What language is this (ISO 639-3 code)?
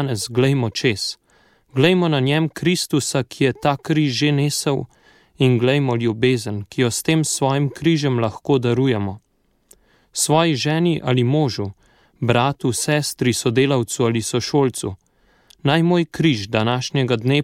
slv